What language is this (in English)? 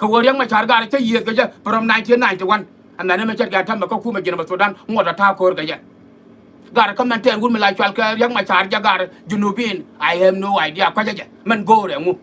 Nuer